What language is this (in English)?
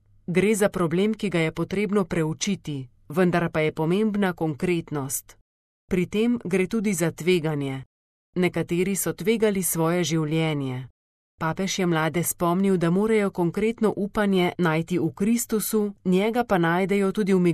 Slovenian